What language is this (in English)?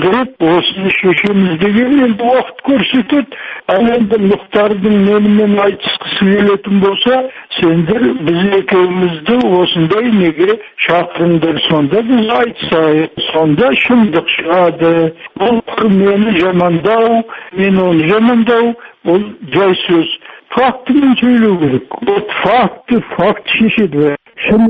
Kazakh